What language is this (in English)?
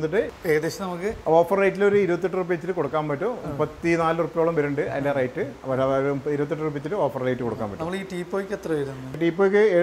Malayalam